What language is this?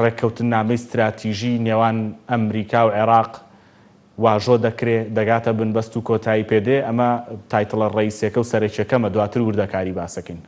Central Kurdish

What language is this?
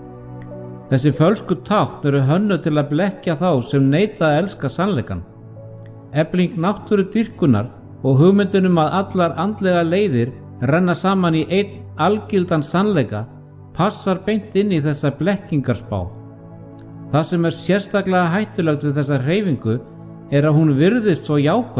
Icelandic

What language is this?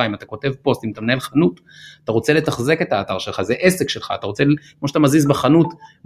Hebrew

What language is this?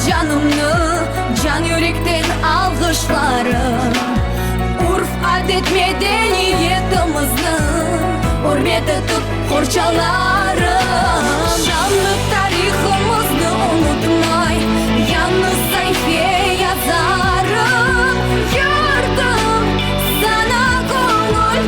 Crimean Tatar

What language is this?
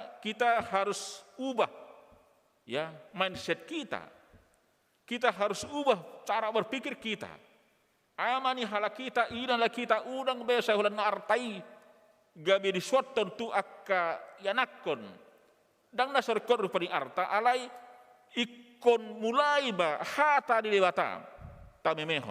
Batak Toba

